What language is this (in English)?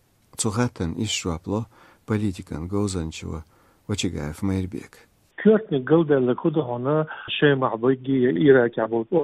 Chechen